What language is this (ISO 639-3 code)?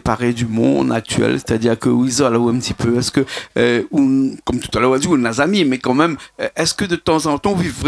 rcf